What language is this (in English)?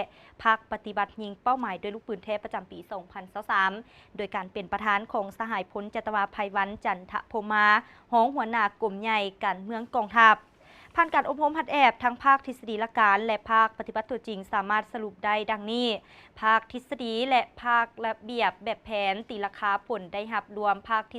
Lao